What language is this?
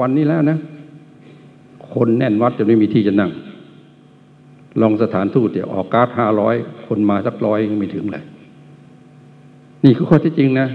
Thai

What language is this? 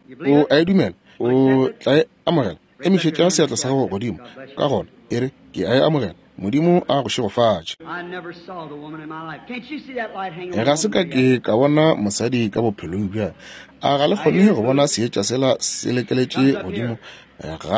Northern Sotho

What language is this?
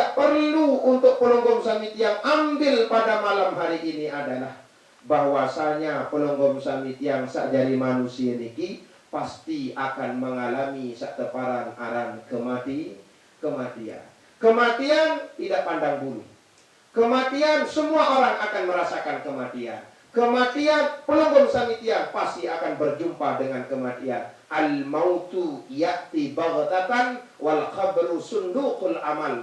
Sasak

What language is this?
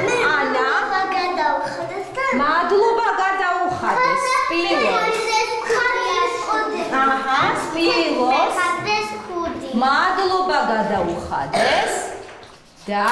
Georgian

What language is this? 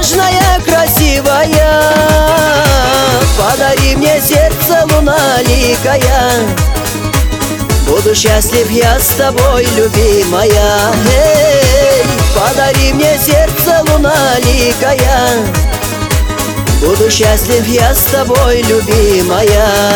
Russian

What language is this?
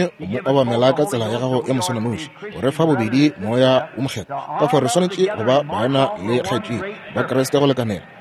Northern Sotho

